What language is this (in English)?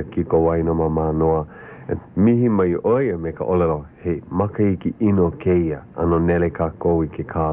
Hawaiian